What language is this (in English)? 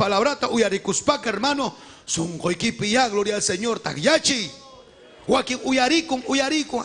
Ayacucho Quechua